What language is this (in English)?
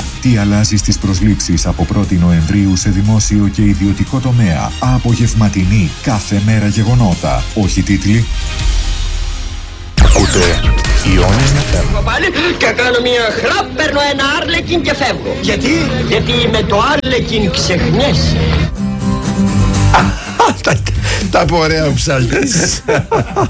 Greek